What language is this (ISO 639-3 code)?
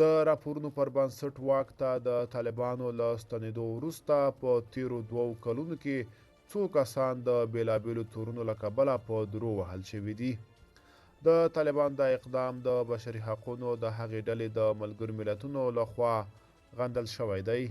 pus